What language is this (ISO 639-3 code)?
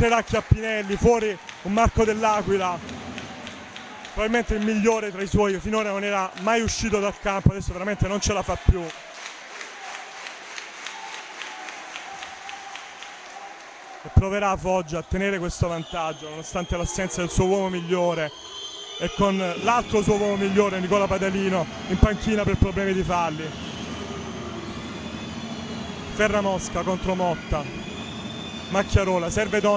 ita